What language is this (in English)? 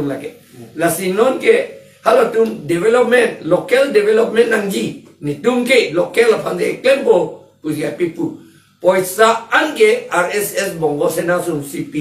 Karbi